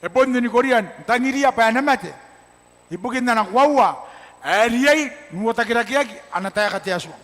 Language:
Gilbertese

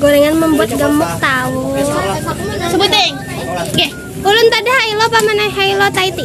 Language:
Banjar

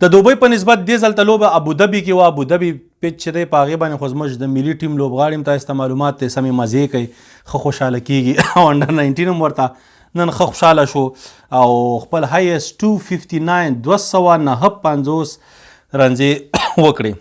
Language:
Pashto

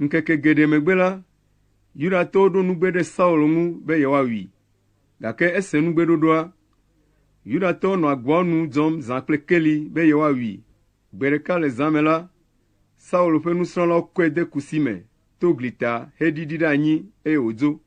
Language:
Ewe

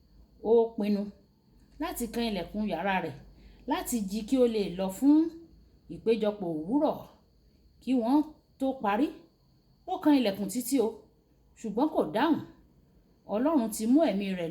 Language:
Yoruba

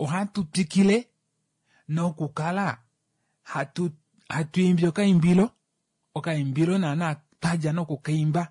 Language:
Kuanyama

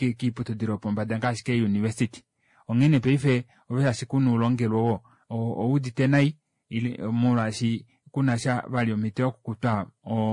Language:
Kuanyama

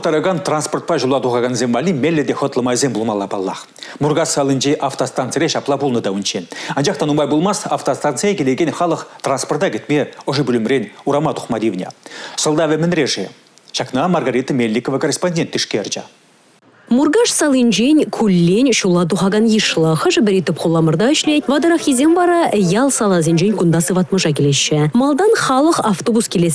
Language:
Chuvash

